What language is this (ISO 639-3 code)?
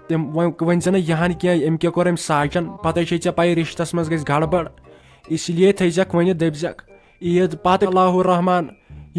kas